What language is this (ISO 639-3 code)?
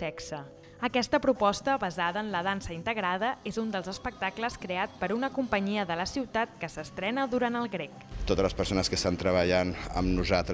cat